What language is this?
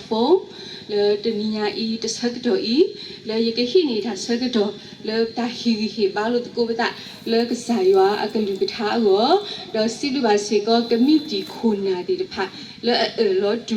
S'gaw Karen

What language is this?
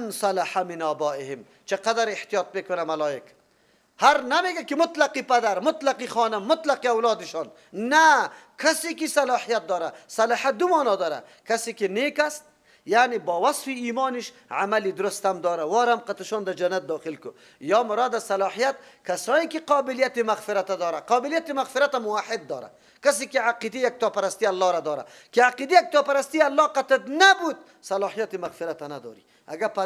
Persian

